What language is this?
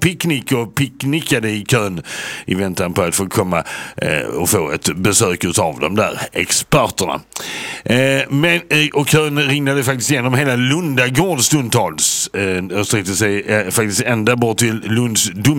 Swedish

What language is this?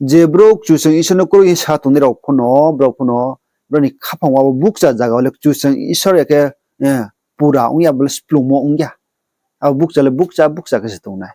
Riang (India)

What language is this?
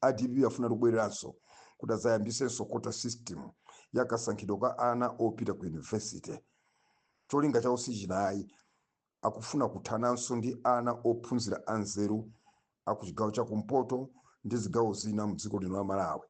Nyanja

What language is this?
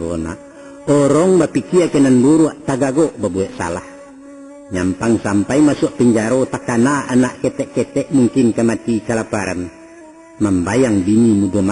Minangkabau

